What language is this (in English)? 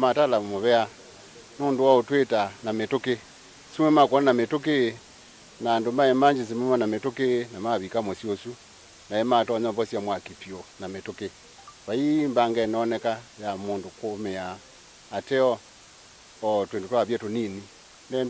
Kamba